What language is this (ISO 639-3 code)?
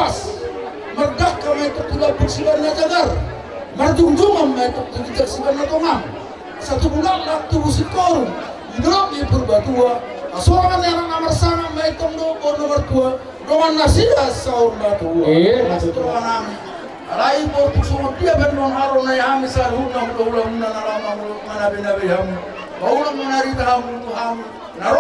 bbc